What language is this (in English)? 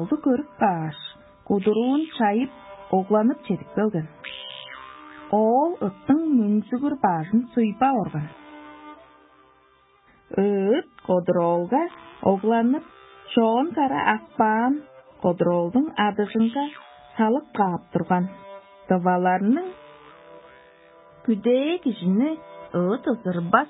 Tuvinian